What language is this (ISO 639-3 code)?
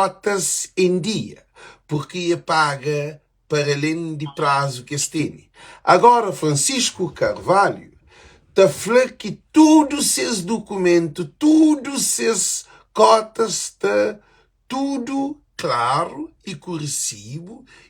kea